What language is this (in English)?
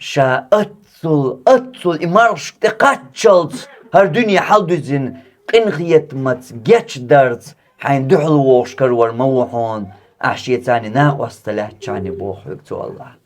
Chechen